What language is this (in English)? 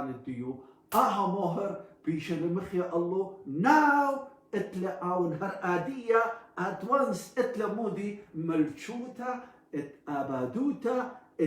Assyrian Neo-Aramaic